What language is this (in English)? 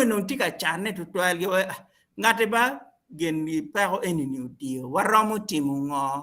Acoli